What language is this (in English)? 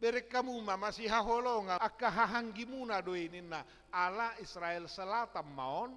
Batak Toba